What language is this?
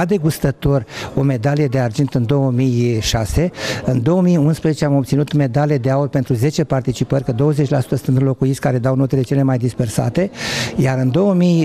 Romanian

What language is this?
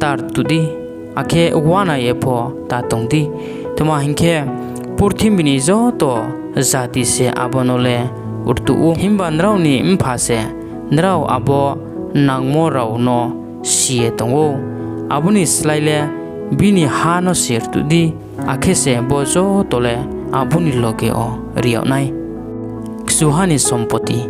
Riang (India)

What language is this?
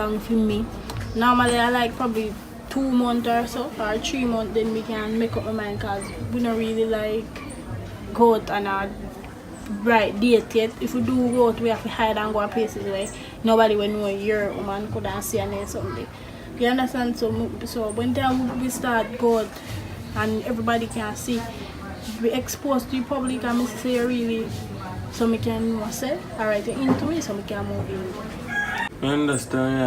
Jamaican Creole English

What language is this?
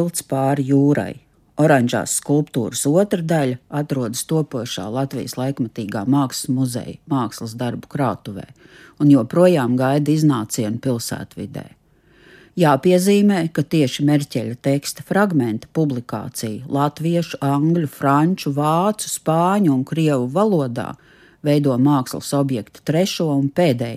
Latvian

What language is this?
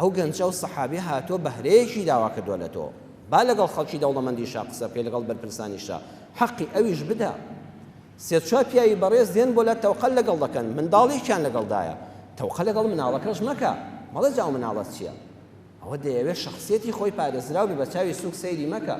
Central Kurdish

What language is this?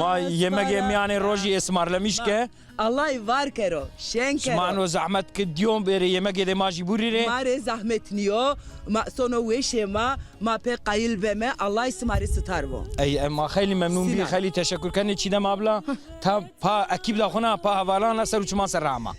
Zaza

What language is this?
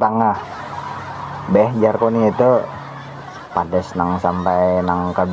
Banjar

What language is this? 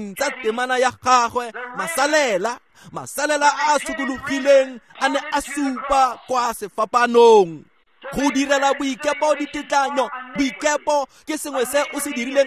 Tswana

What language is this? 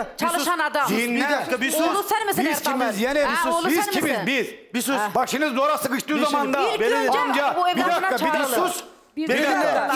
Turkish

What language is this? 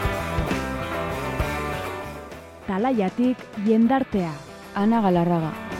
Basque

